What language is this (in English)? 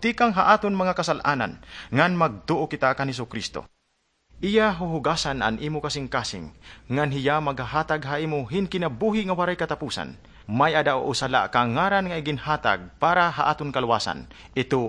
Waray